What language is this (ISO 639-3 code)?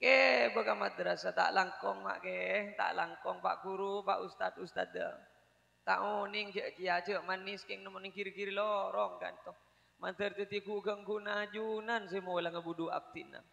mad